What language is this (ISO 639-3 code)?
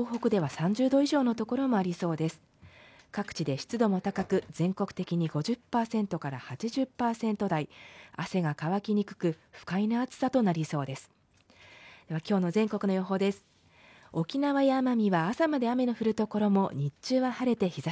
jpn